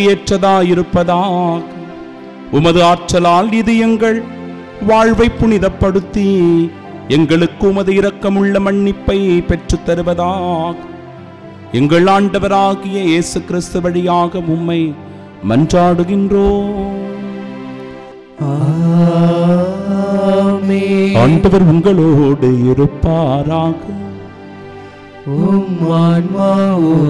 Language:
Tamil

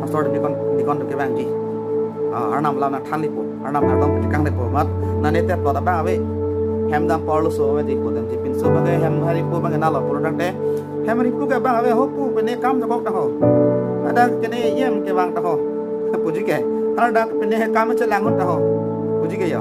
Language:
Karbi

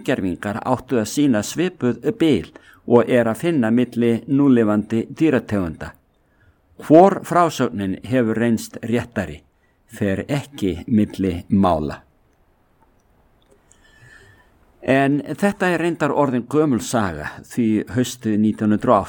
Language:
Icelandic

